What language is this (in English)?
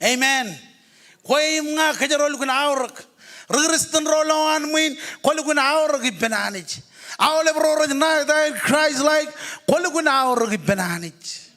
Marshallese